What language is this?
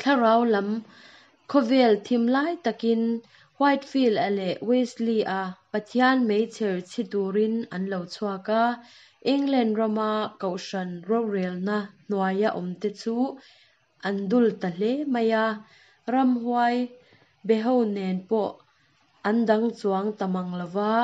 Mizo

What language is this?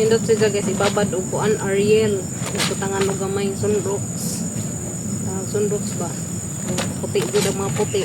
Cebuano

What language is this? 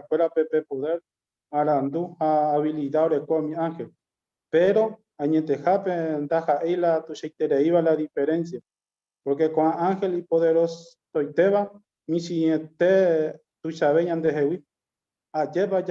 Guarani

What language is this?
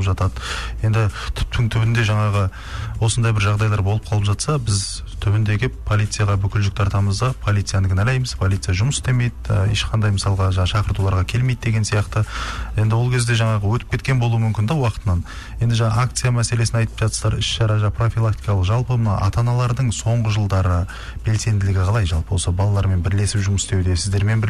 Kazakh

